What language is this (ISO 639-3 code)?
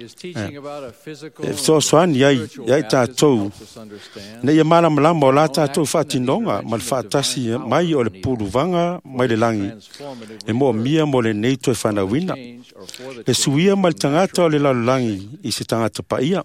smo